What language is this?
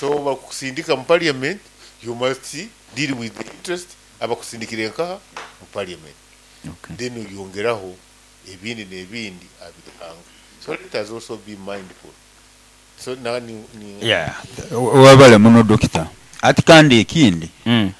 Nyoro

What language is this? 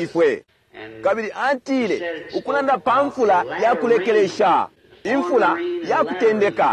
Bemba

